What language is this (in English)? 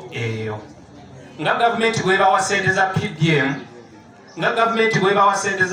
Ganda